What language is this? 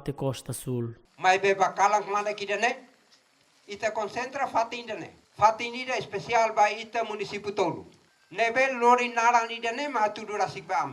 Tetum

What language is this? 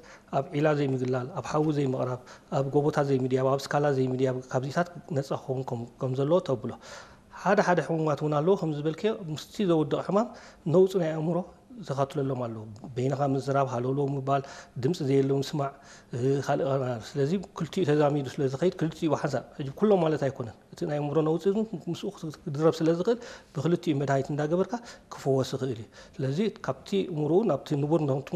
Tigrinya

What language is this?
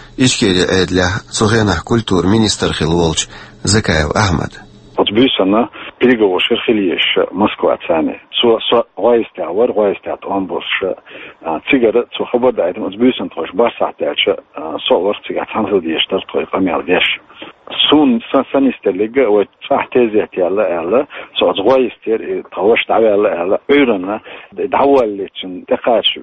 Chechen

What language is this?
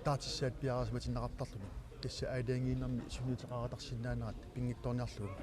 Kalaallisut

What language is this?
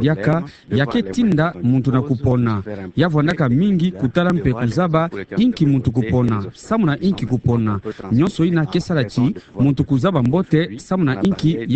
Kituba (Democratic Republic of Congo)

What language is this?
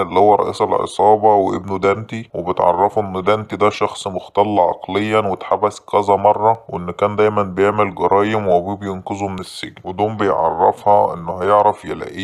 Egyptian Arabic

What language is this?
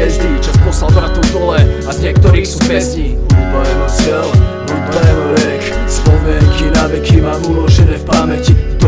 Slovak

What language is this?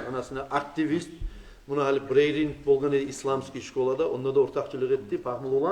Kumyk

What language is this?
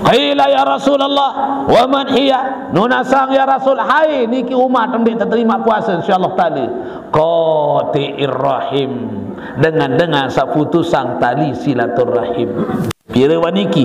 Sasak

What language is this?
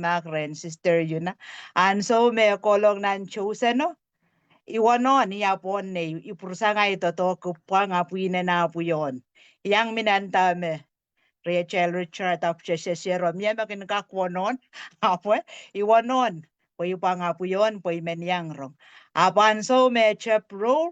Pohnpeian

